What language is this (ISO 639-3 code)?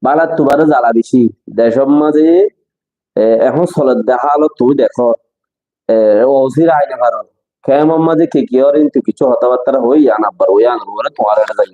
rhg